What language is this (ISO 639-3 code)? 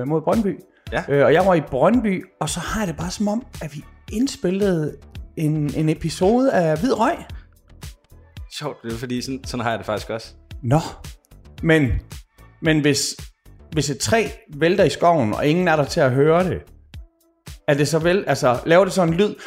dan